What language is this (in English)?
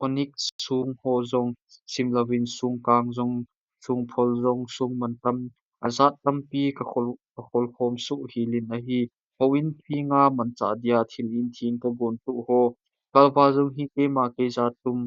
Thado Chin